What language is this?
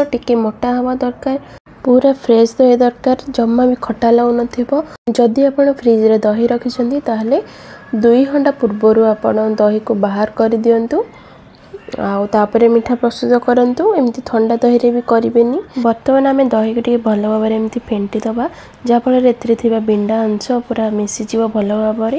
Odia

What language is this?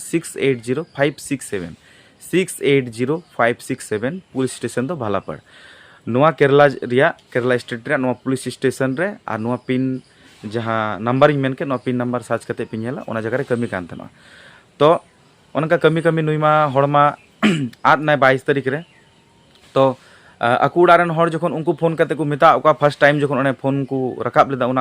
Santali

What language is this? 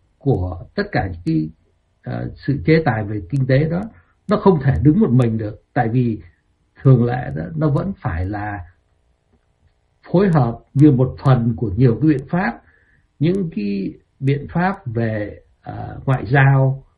Vietnamese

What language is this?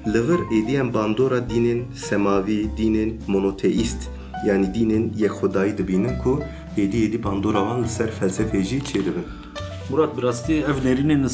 Kurdish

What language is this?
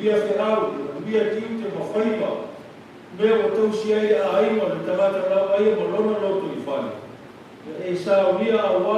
Samoan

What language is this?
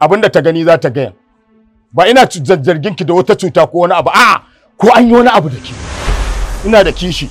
Hausa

